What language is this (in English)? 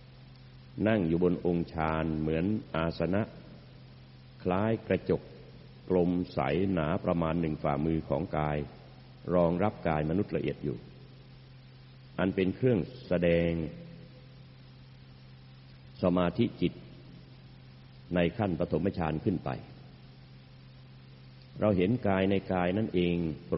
Thai